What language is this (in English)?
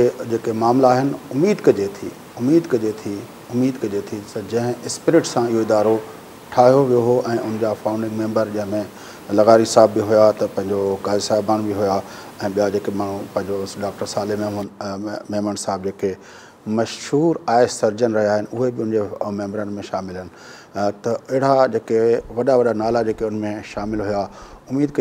Sindhi